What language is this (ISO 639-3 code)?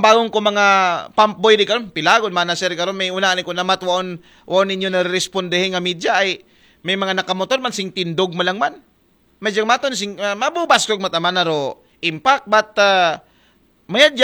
akl